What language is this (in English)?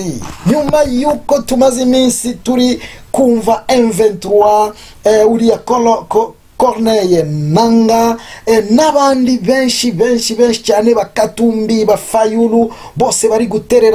Kinyarwanda